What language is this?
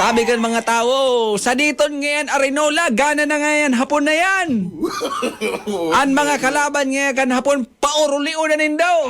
Bikol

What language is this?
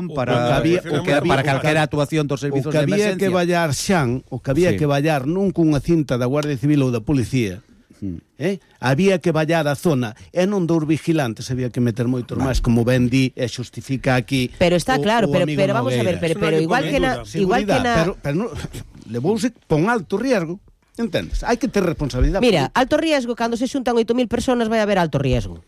Galician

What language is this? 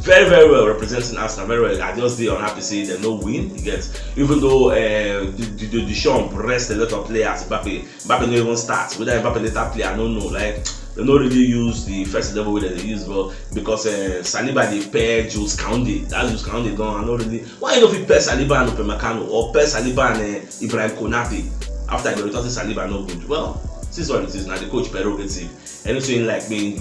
Nigerian Pidgin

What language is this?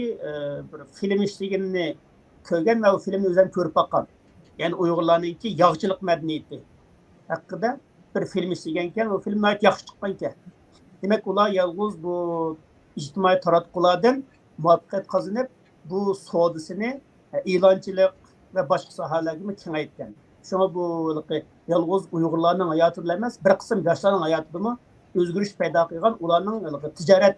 Uyghur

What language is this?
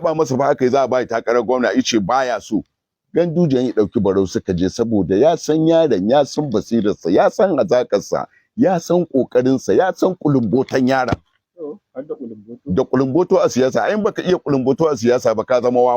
Hausa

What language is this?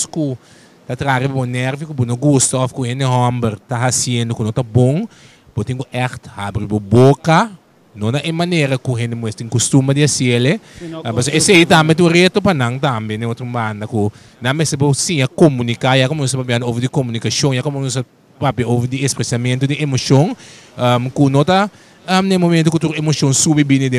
Papiamento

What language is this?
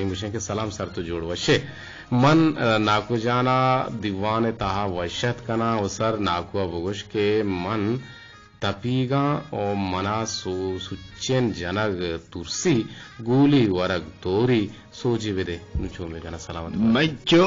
Eastern Balochi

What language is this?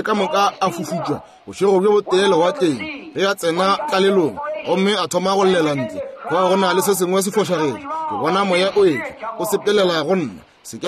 Northern Sotho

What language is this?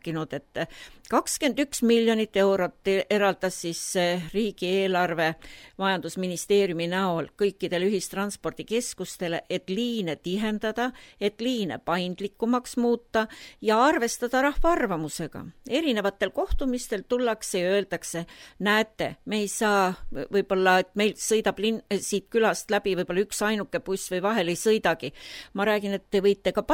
Estonian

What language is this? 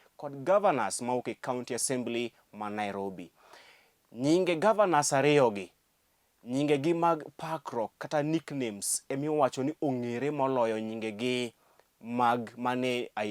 Luo (Kenya and Tanzania)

